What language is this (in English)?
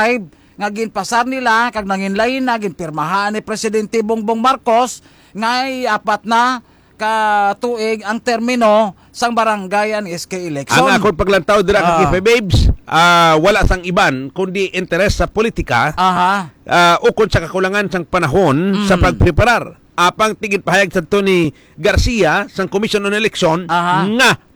Hiligaynon